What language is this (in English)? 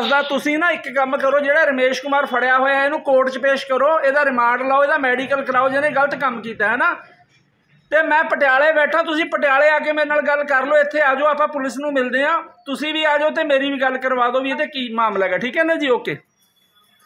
Punjabi